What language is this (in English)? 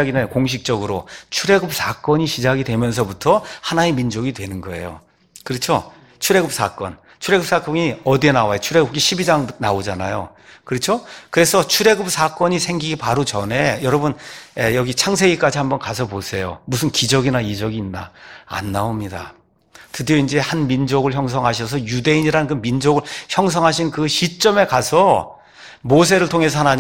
Korean